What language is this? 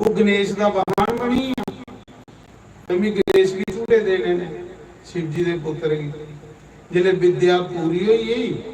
Dogri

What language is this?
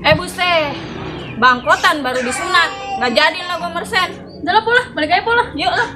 Betawi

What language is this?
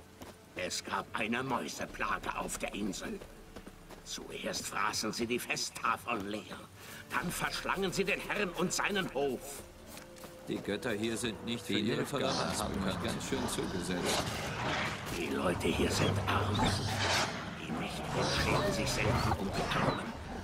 German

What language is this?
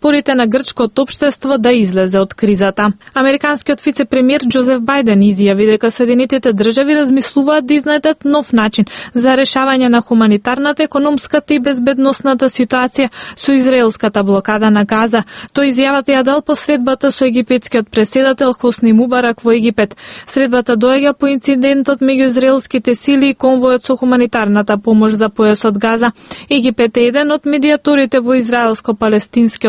Macedonian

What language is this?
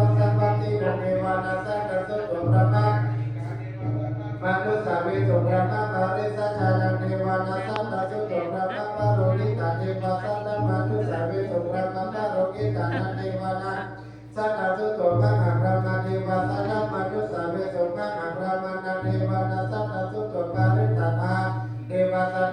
Pali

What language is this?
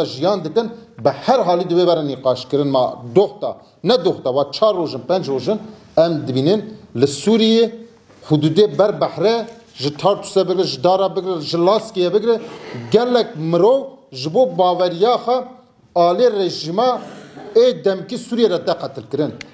Kurdish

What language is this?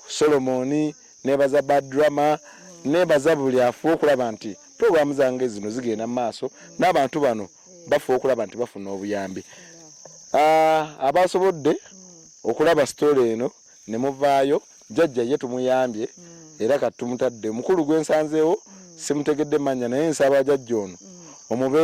Ganda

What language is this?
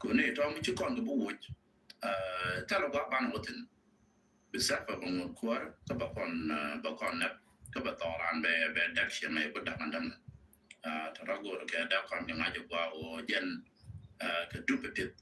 Nuer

